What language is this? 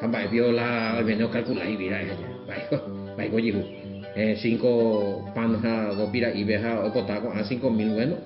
Guarani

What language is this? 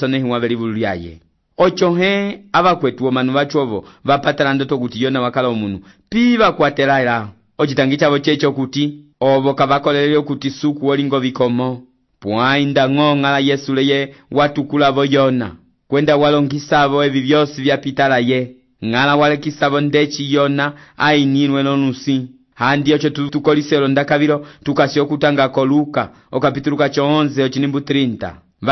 Umbundu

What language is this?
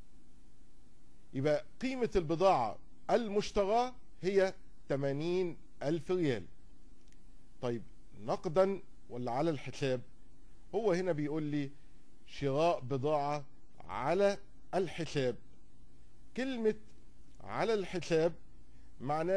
Egyptian Arabic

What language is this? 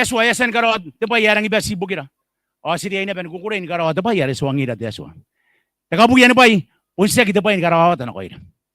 Gilbertese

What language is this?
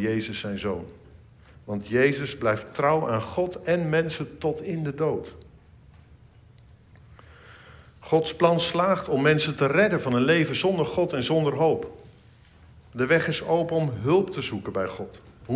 Dutch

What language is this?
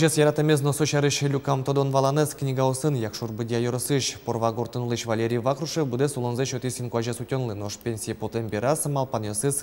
Udmurt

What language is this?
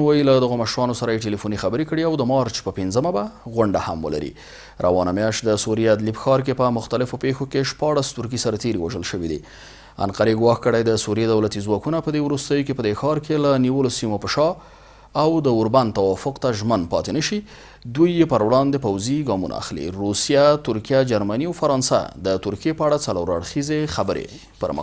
Pashto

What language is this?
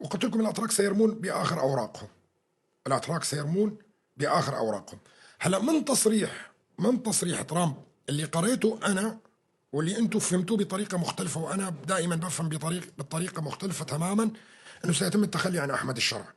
North Levantine Arabic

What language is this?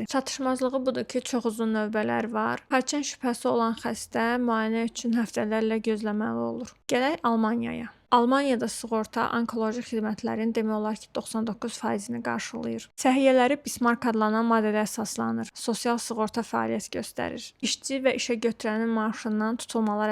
Azerbaijani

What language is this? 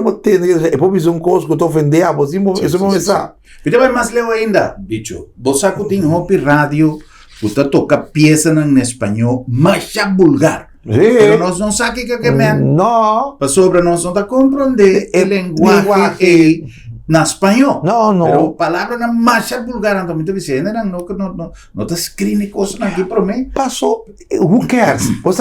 Papiamento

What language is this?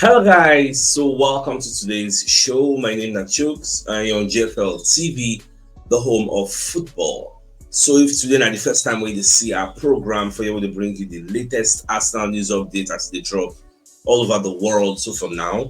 Nigerian Pidgin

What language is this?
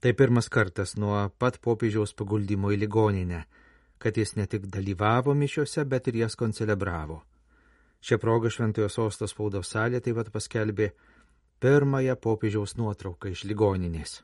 Lithuanian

